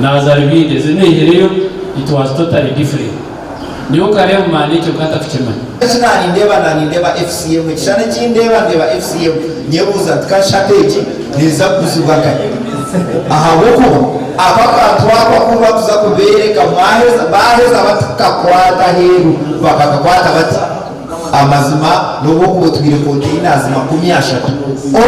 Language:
Nyankole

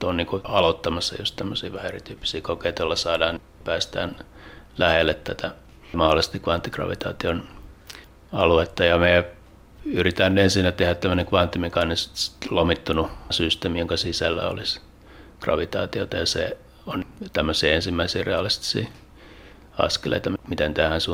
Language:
Finnish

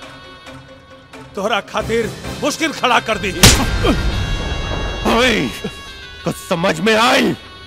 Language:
Bhojpuri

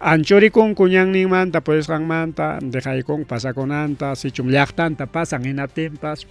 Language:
Ayacucho Quechua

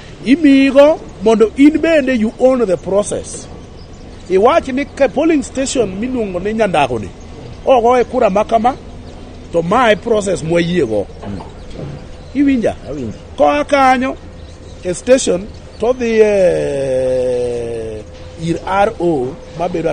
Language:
Luo (Kenya and Tanzania)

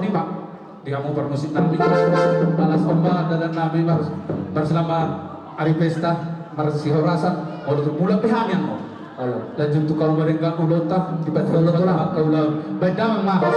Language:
Batak Toba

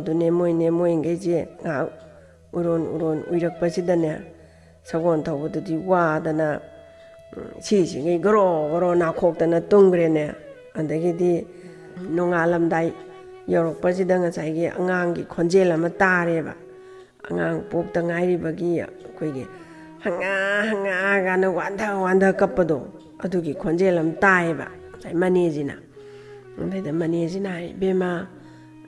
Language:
Manipuri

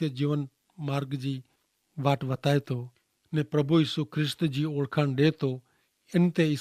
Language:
Kachhi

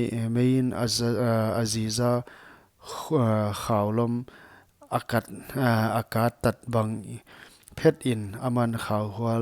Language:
Paite Chin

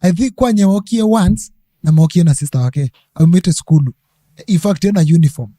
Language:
Kamba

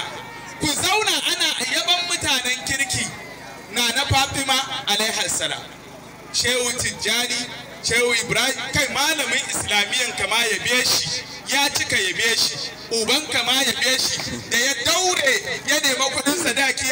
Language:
Hausa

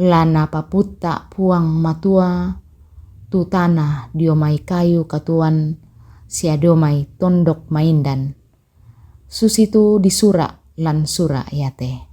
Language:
Toraja-Sa'dan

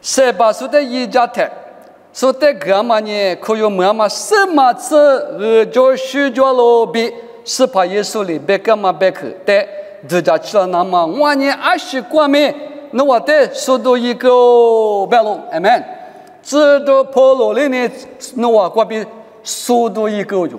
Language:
Lisu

